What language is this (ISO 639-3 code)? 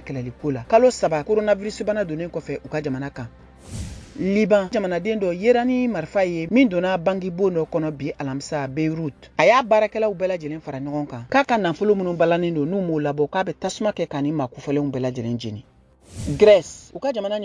bam